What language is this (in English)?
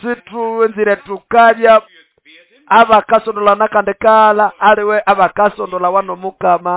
Nande